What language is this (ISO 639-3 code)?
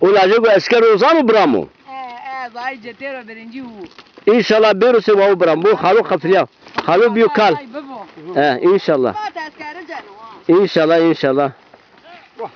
zza